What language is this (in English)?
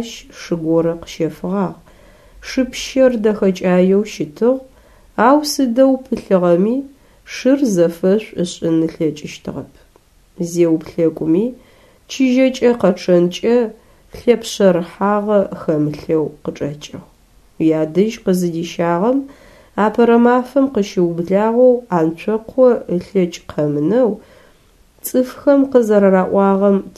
Adyghe